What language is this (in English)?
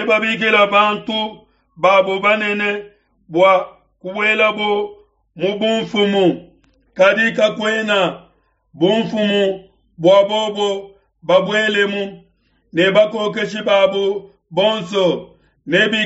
Luba-Lulua